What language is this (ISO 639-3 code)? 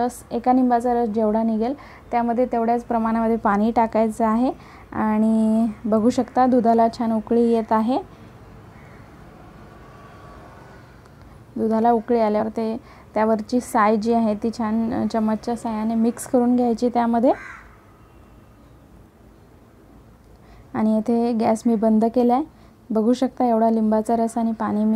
mar